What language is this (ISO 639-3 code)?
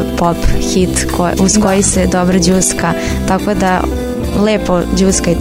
srp